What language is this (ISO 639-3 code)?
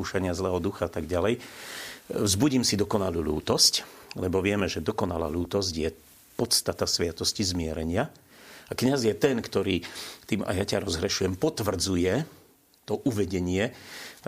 slk